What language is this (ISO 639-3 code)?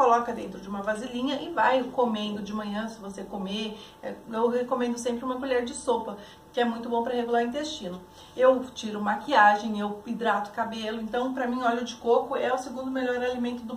por